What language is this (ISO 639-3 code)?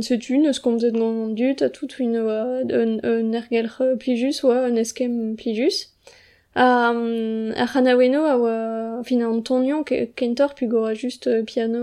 bre